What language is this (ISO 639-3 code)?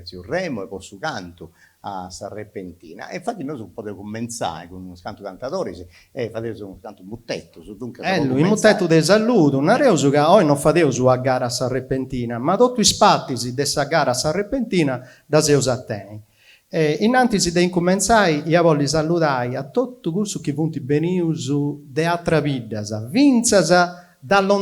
srd